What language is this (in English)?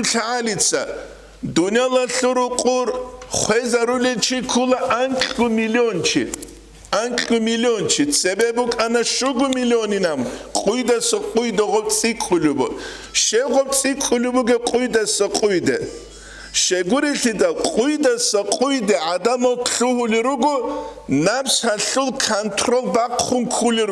Avaric